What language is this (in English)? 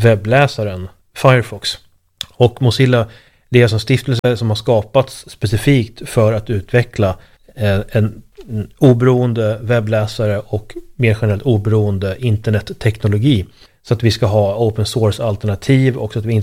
Swedish